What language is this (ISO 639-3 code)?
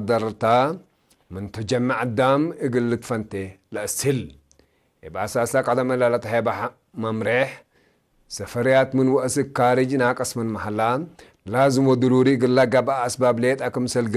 tig